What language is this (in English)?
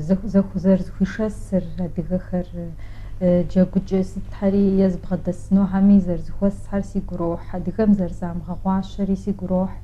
Kabardian